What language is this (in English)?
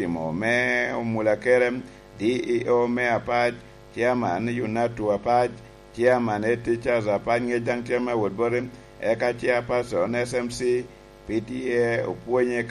Lango (Uganda)